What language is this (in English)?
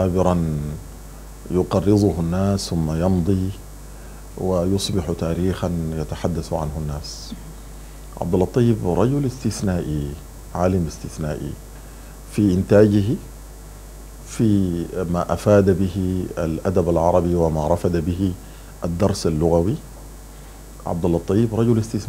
Arabic